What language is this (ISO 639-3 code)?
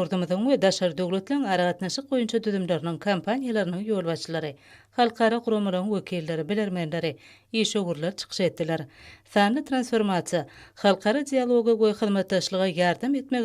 tuk